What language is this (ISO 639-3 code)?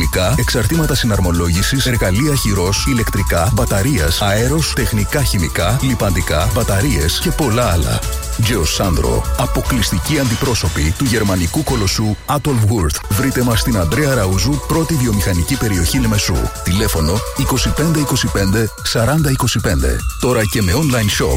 ell